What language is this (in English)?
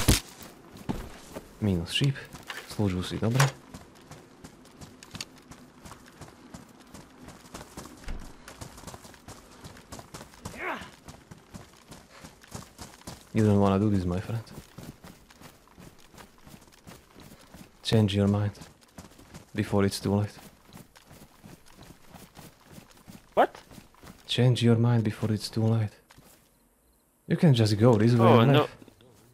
Slovak